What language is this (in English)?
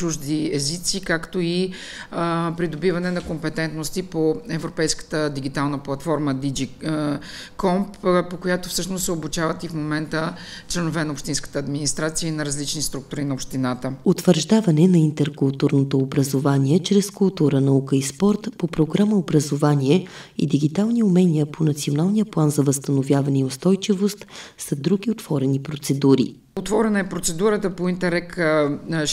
Bulgarian